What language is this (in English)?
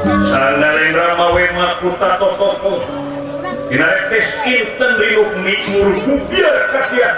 Sundanese